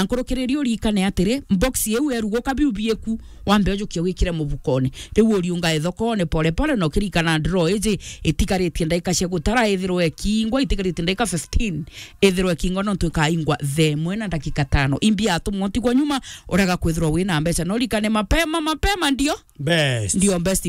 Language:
Meru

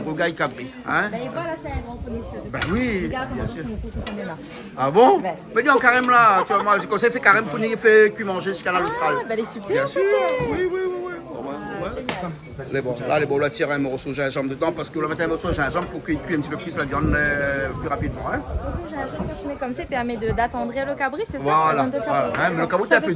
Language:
Réunion Creole French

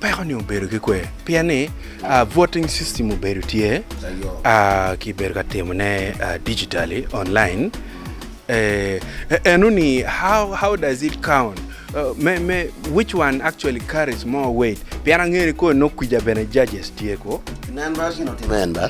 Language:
Acoli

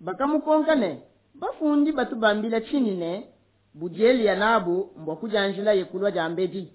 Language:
Luba-Lulua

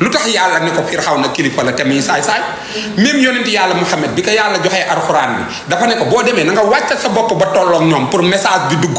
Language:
Wolof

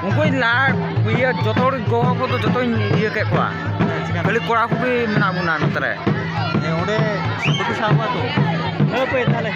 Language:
Santali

